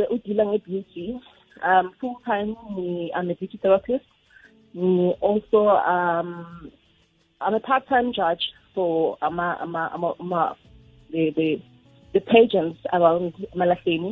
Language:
South Ndebele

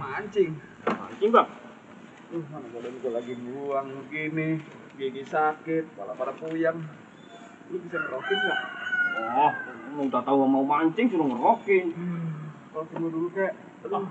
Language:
Betawi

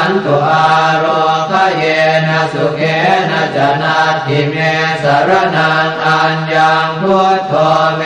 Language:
Pali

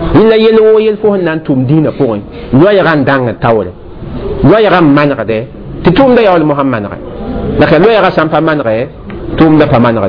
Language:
Mossi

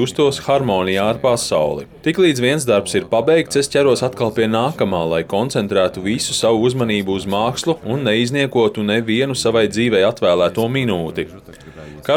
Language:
Latvian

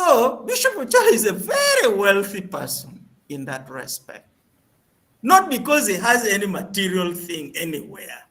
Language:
Acoli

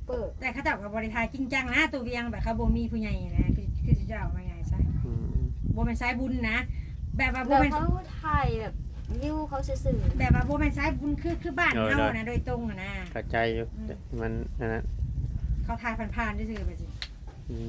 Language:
Northeastern Thai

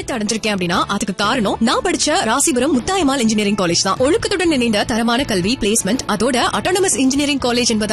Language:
Tamil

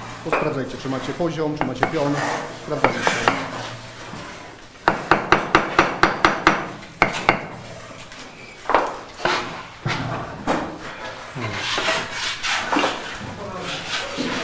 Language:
Polish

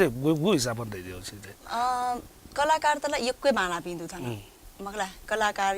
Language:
Newari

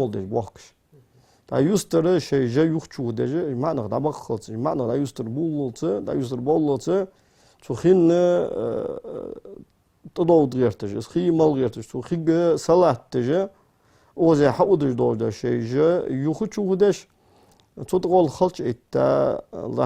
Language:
Ingush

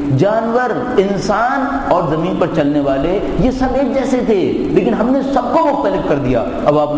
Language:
Urdu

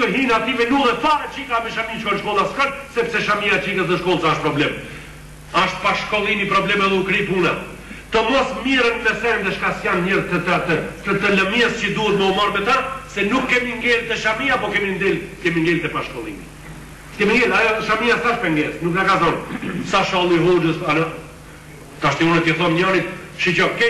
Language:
Albanian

